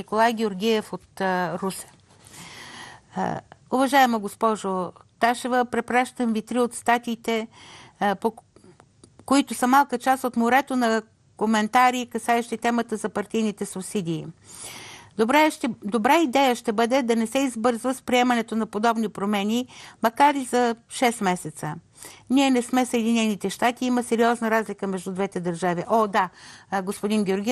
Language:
Bulgarian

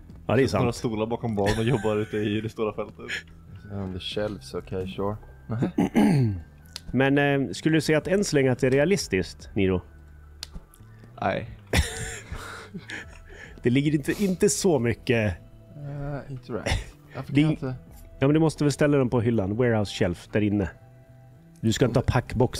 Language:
Swedish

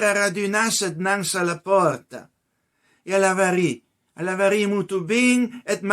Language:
Piedmontese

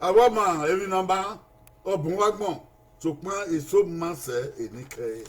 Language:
Bini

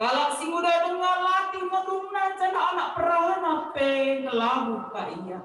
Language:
Batak Karo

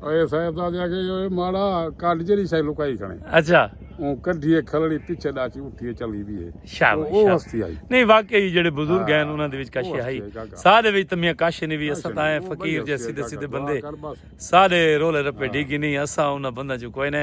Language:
Saraiki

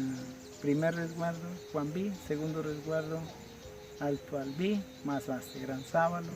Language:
Awa-Cuaiquer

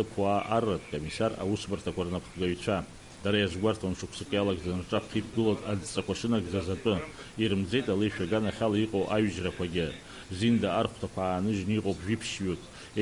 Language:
Abkhazian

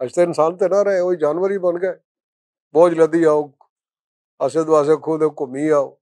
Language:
Western Panjabi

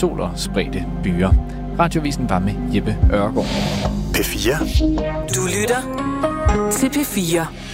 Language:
Danish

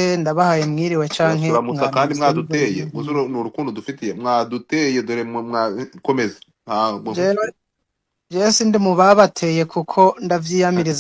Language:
Rundi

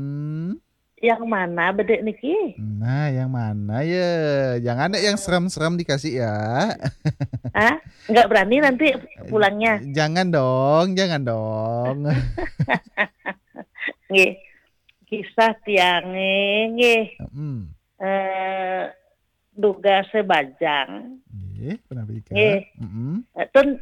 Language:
Balinese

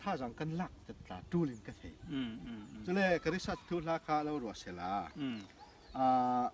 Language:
Falam Chin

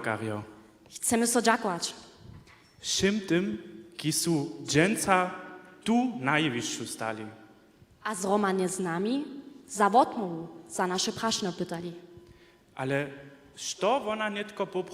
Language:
Upper Sorbian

